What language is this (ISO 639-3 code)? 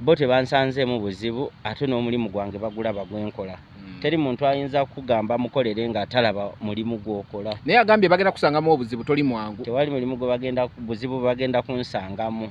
lug